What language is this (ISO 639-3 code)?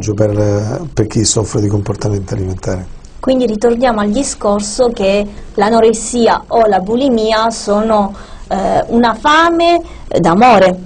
ita